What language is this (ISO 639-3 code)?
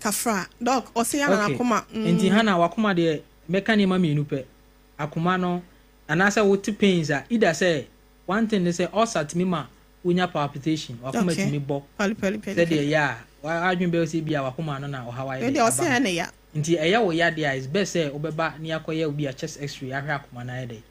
aka